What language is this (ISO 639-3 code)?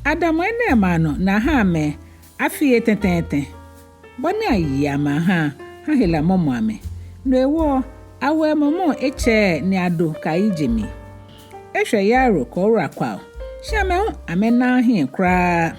gaa